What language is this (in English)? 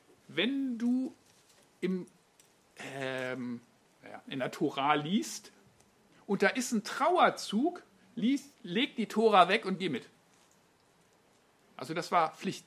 German